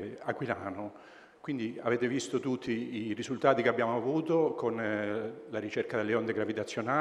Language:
Italian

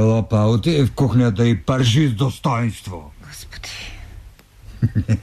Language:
Bulgarian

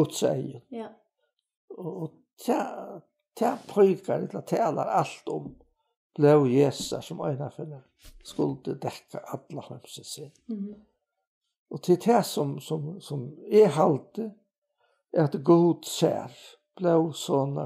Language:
Faroese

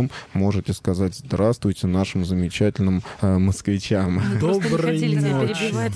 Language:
Russian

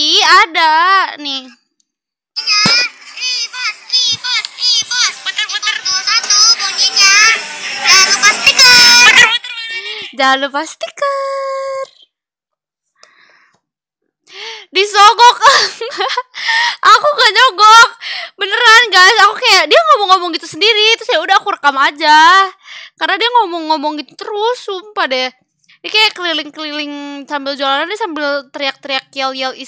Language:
Indonesian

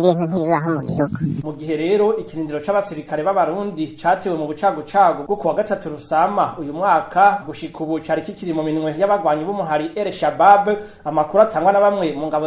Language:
Rundi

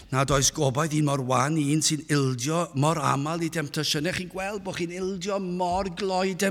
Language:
Welsh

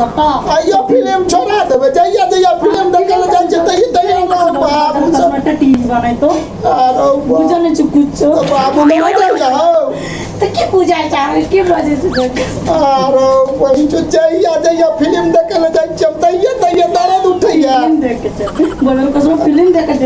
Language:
Maithili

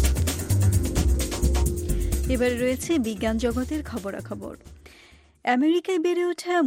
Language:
Bangla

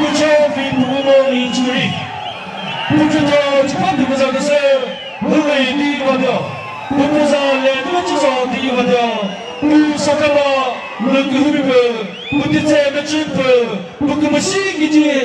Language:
Chokri Naga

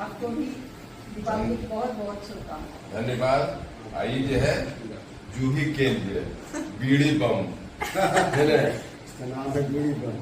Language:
Magahi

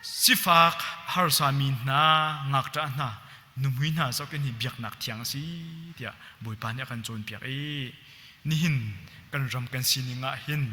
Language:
Hakha Chin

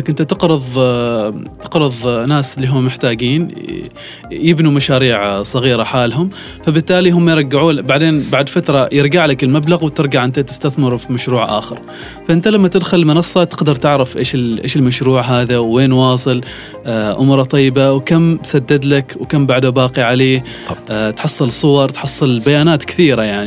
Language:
Gulf Arabic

